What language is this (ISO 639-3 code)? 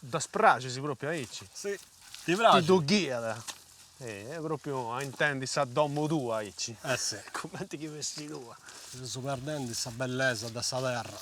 srd